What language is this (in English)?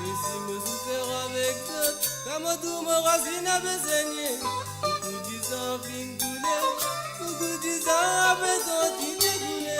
Morisyen